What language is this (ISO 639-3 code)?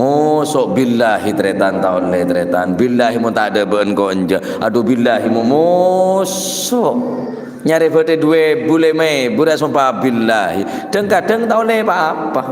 mad